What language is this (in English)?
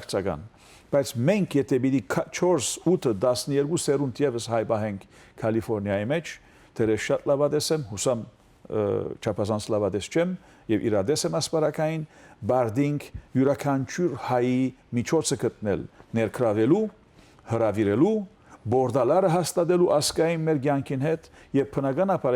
Western Armenian